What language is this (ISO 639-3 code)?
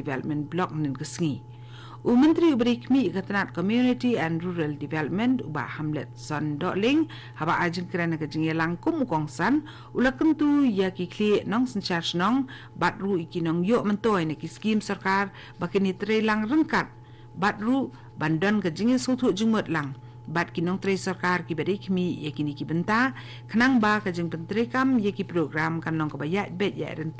kha